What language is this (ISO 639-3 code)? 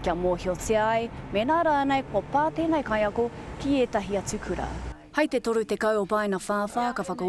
mri